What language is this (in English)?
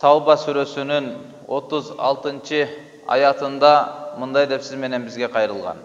Kyrgyz